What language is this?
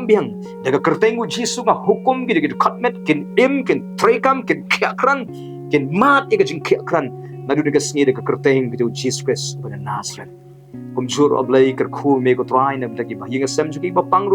Khasi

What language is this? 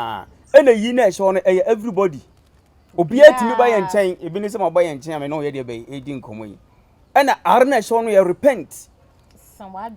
Akan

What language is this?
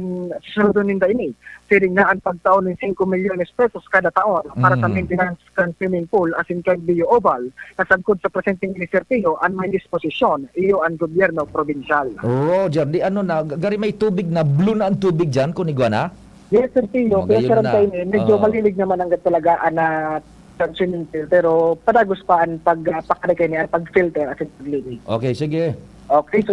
Bikol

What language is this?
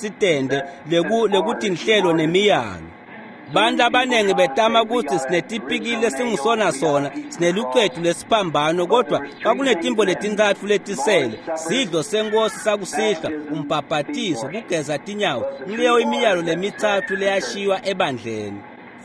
Swati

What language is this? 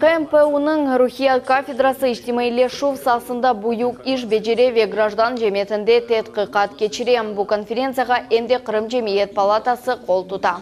Crimean Tatar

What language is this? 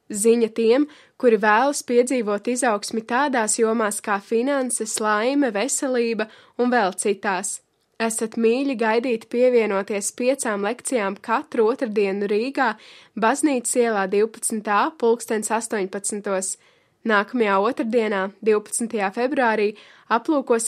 Latvian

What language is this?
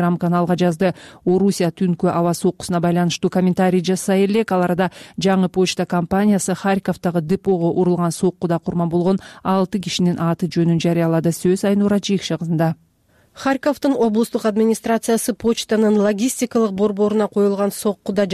Kyrgyz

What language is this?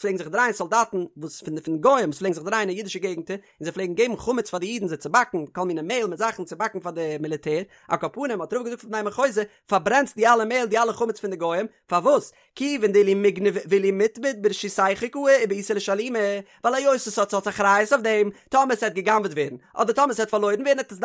Yiddish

